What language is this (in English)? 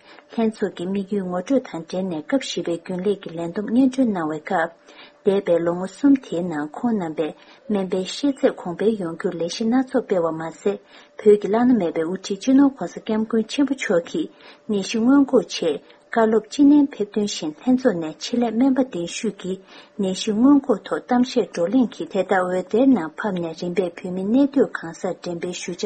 Tibetan